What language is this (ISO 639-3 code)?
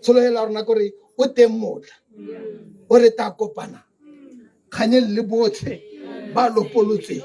tsn